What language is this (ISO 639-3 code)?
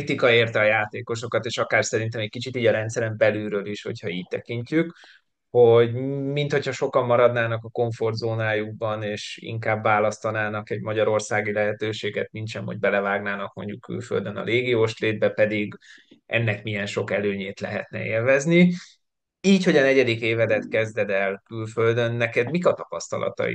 hun